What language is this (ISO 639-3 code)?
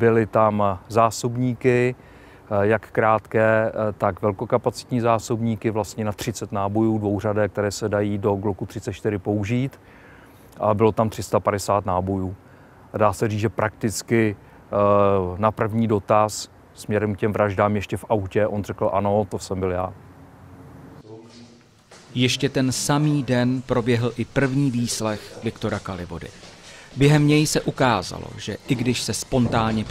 ces